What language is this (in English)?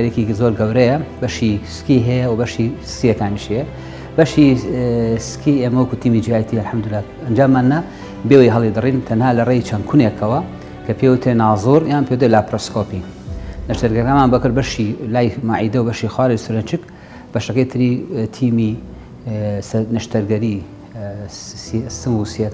Central Kurdish